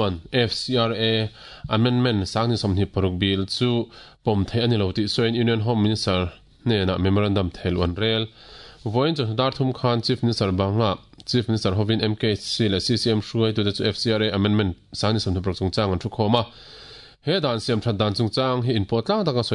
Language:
Mizo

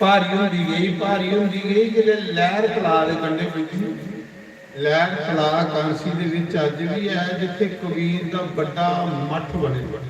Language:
Dogri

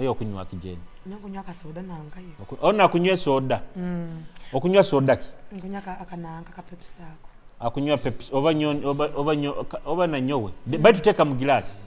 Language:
Nyoro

